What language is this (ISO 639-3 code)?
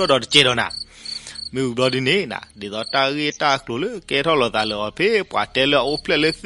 ksw